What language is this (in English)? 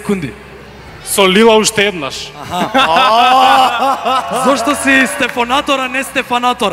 Macedonian